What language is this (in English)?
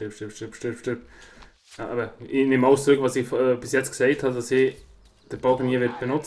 Swiss German